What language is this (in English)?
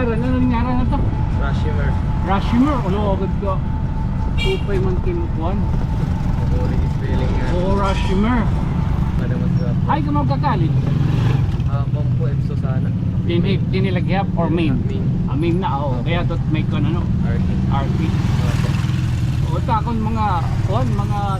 Waray